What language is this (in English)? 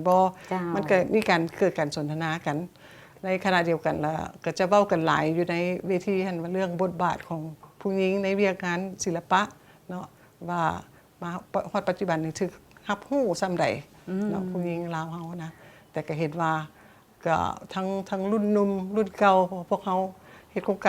Lao